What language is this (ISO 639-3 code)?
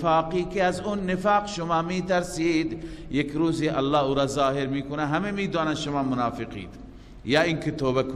fas